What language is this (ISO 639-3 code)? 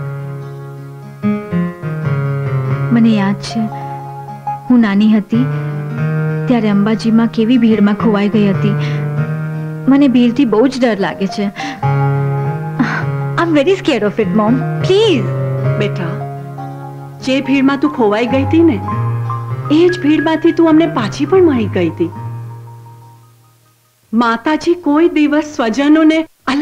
guj